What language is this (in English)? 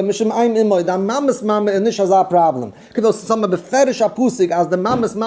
Yiddish